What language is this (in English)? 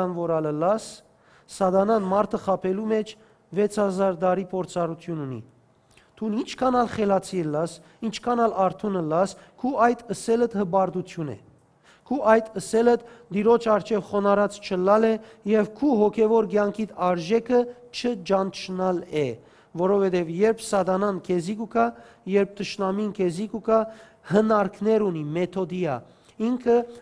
Western Armenian